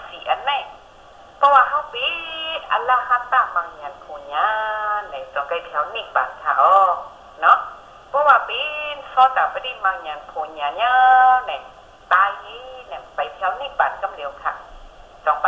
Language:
Shan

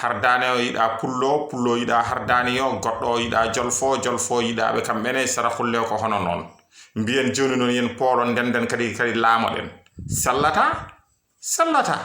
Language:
Fula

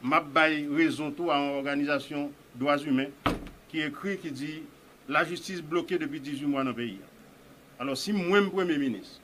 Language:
Haitian Creole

